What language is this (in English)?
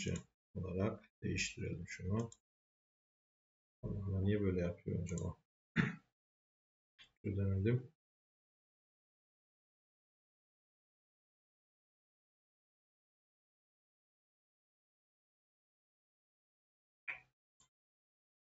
Turkish